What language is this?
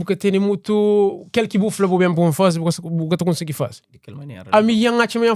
Kabuverdianu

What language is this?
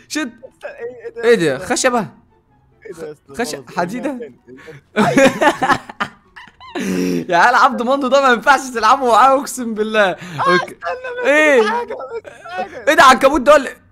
Egyptian Arabic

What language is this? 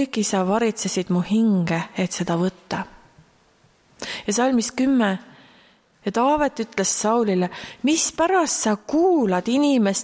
Estonian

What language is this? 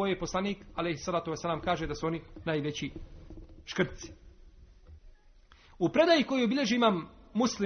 Bosnian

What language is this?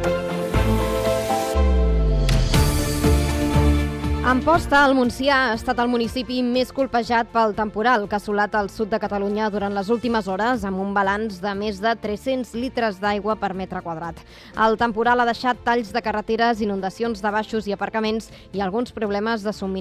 Catalan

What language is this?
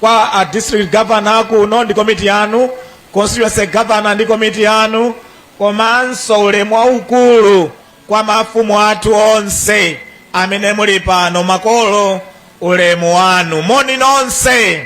Nyanja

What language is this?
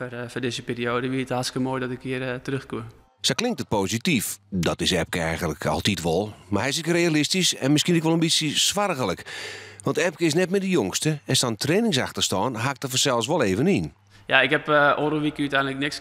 Western Frisian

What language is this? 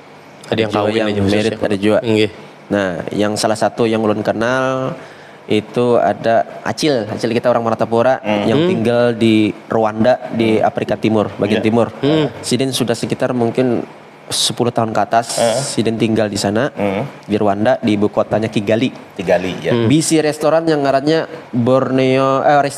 Banjar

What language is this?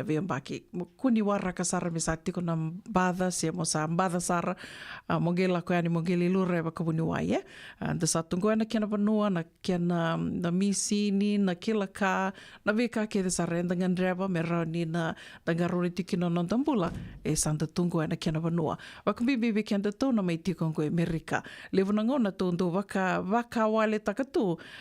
Fijian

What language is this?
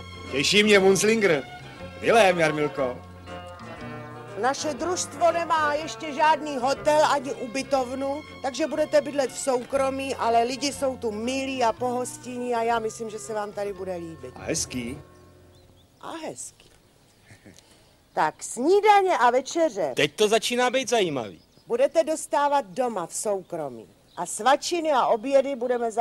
Czech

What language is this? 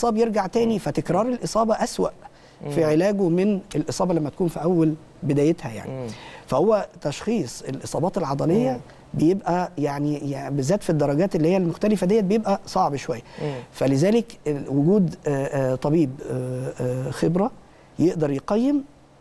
Egyptian Arabic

